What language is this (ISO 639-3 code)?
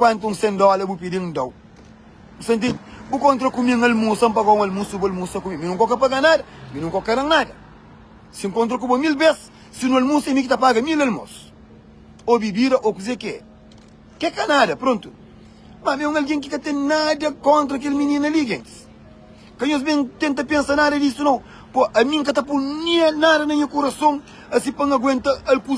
kea